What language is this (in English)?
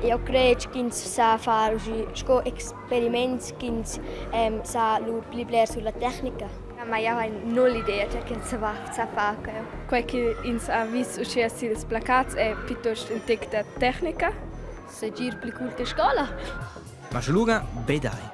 Romansh